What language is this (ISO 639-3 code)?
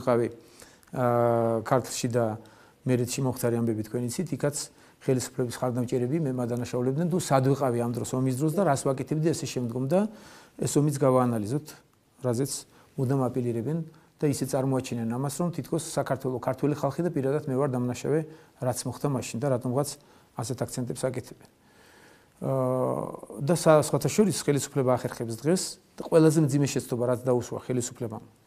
kat